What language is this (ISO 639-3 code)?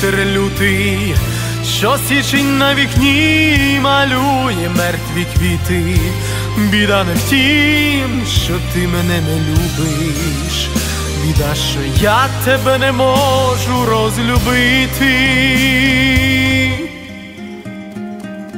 ukr